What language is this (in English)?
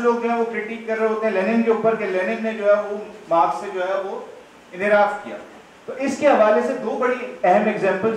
Urdu